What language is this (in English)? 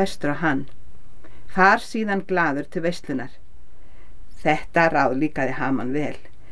Icelandic